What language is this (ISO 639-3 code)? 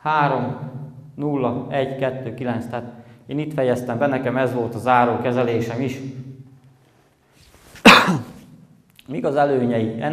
hun